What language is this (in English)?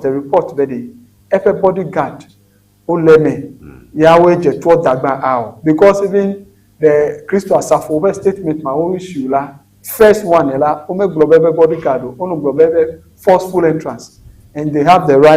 Ewe